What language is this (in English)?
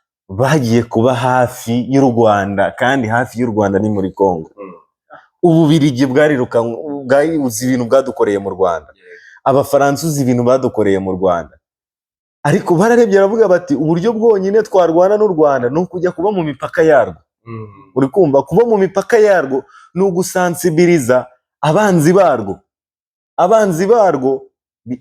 Kinyarwanda